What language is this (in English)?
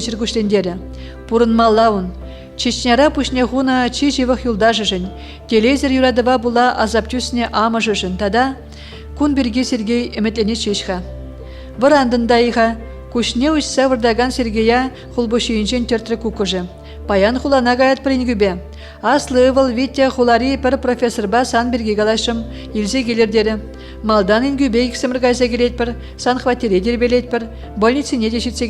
Chuvash